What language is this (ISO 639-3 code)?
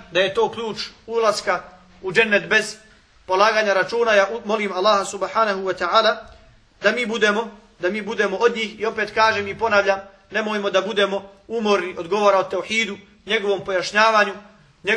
bos